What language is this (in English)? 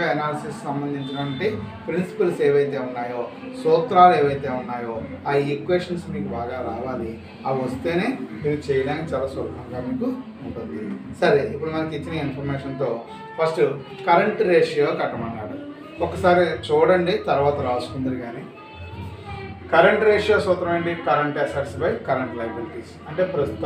Telugu